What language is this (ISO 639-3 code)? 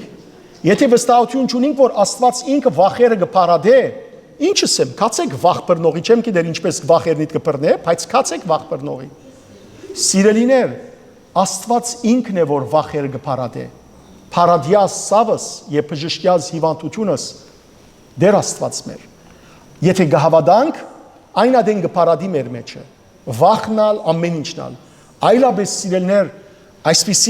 hyw